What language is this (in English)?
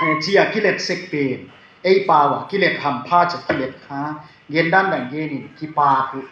Tedim Chin